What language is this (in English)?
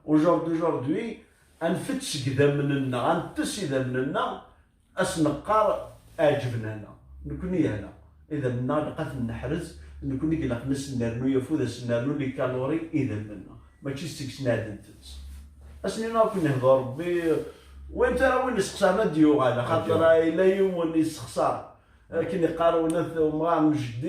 Kabyle